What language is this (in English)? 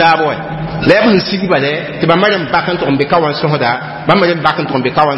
Mossi